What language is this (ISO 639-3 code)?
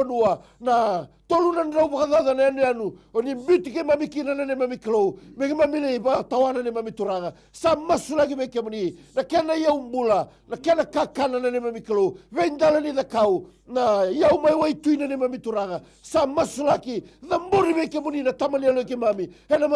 fij